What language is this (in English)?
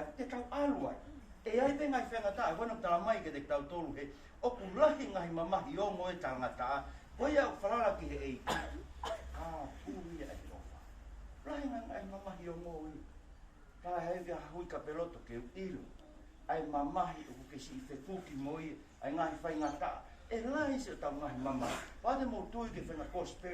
Tongan